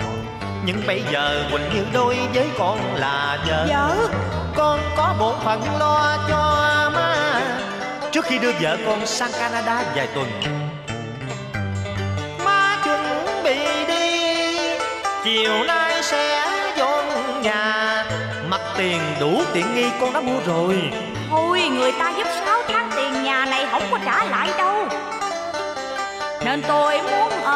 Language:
Vietnamese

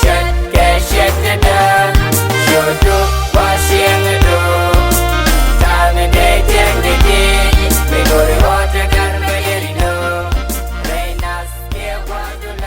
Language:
Nuer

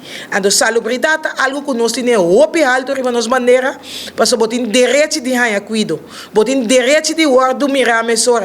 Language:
Papiamento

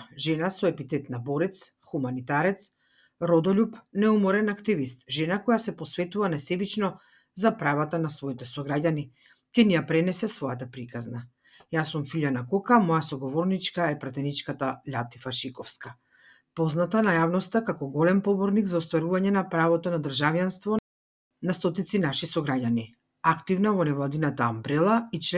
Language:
Macedonian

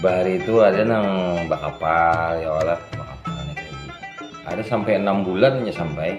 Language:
Banjar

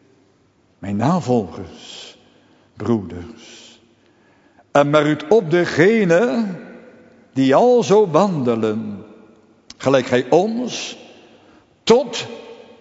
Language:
Dutch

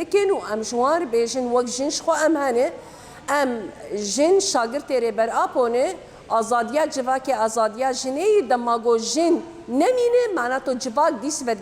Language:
Kurdish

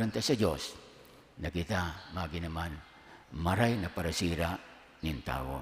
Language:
Bikol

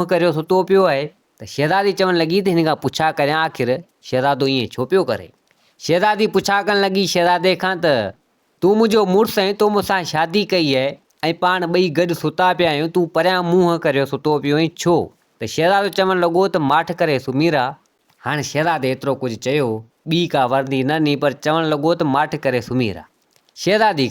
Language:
Sindhi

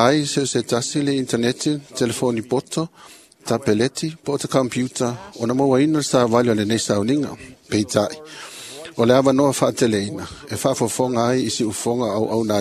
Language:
Samoan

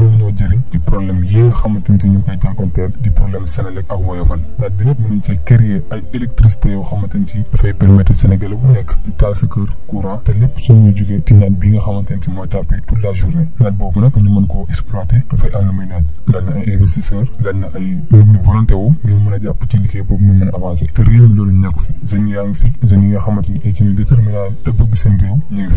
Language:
Wolof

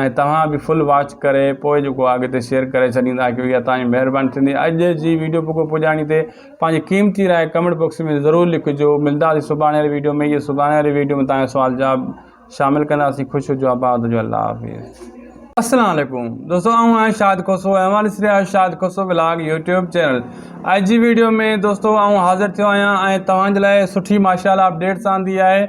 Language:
Sindhi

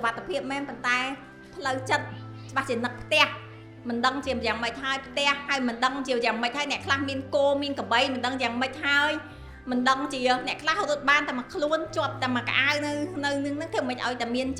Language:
Khmer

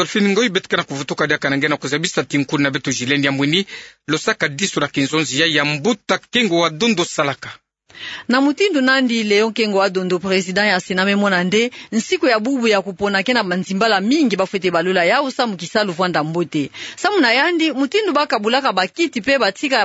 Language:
Kituba (Democratic Republic of Congo)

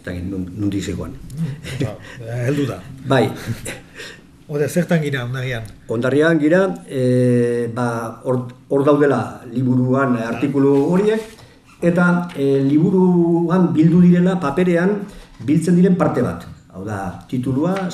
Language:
Basque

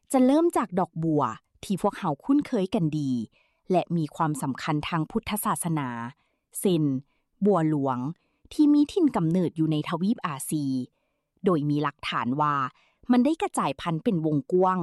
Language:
Lao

